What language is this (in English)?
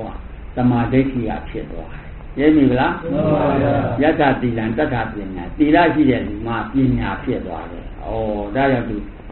Burmese